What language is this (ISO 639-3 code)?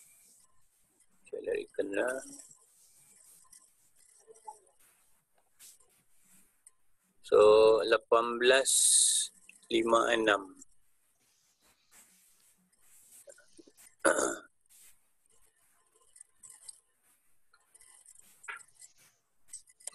msa